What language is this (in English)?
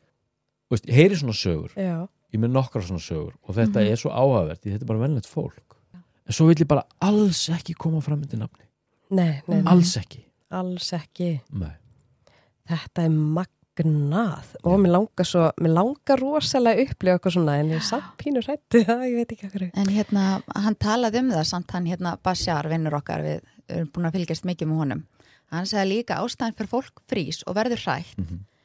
Icelandic